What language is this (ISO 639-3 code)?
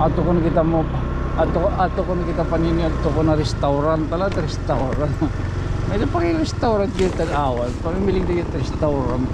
war